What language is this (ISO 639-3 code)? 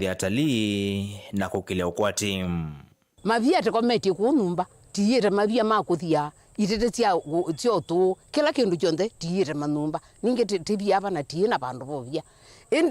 kam